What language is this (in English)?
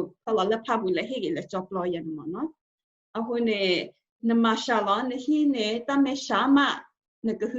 S'gaw Karen